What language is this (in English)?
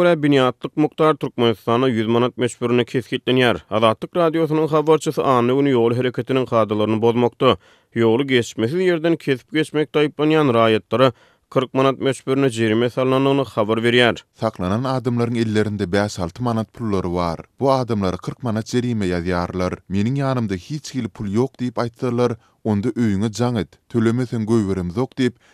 Turkmen